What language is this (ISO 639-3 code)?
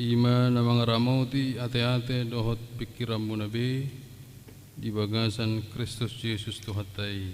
bbc